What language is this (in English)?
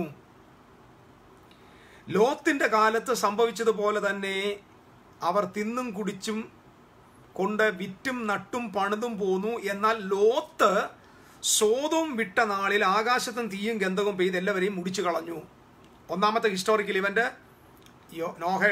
Malayalam